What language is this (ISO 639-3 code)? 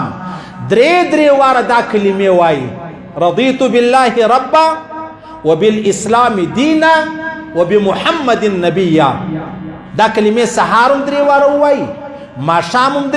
pus